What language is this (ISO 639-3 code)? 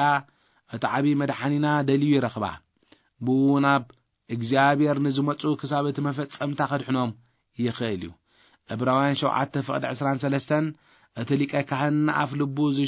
tir